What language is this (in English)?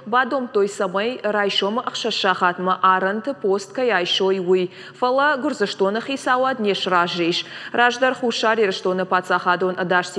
Ossetic